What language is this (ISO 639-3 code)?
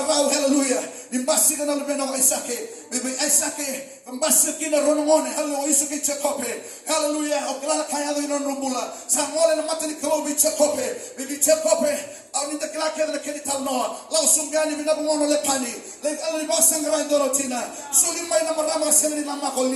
fij